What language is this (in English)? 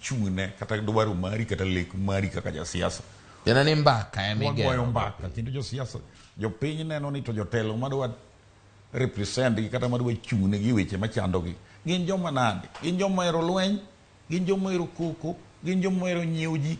Luo (Kenya and Tanzania)